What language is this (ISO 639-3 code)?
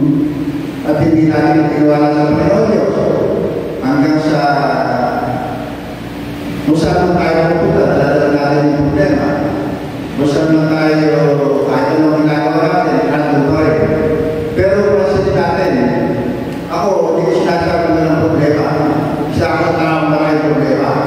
fil